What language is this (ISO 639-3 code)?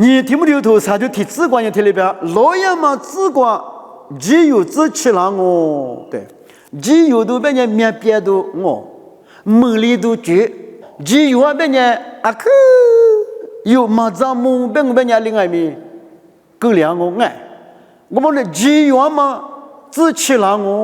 lis